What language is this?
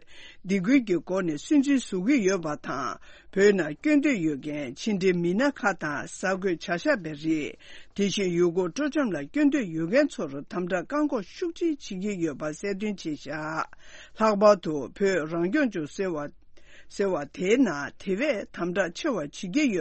Tibetan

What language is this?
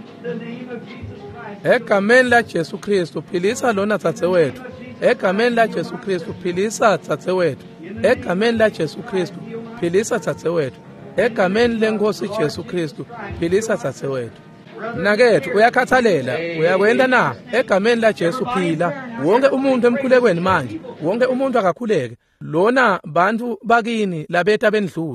Swati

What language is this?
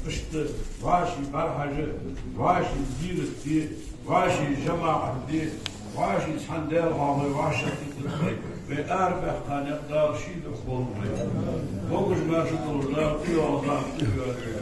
Ingush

